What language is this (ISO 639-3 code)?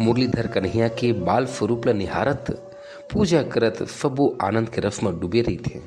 hne